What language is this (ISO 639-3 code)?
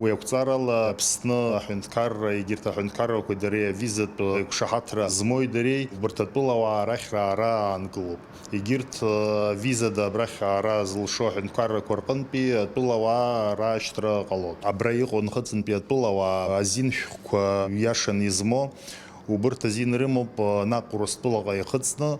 abk